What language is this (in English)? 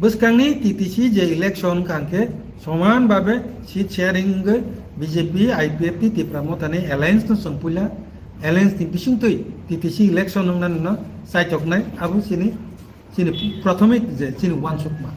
Riang (India)